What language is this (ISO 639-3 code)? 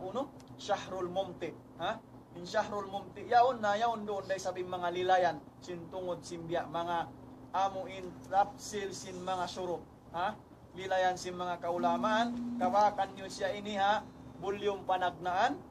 tsg